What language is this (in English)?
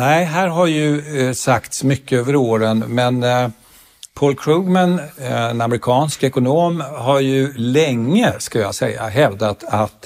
Swedish